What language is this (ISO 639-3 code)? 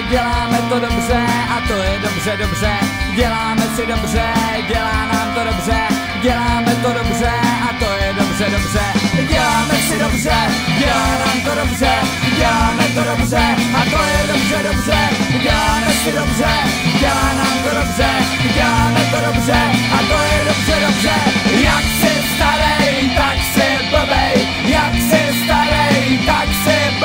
ces